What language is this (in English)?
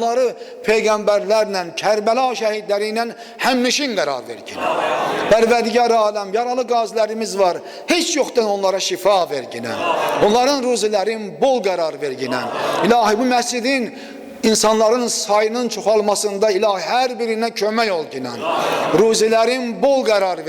Azerbaijani